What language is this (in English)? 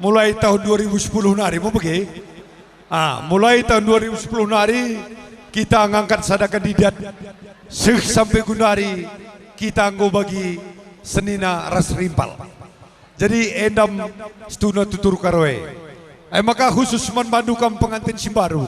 Batak Karo